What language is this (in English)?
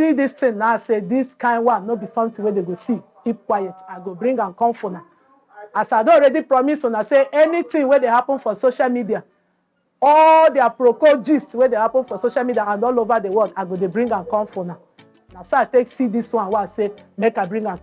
Nigerian Pidgin